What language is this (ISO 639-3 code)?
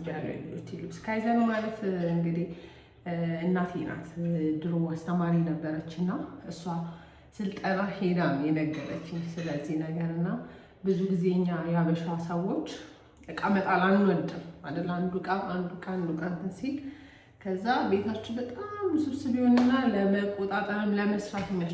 amh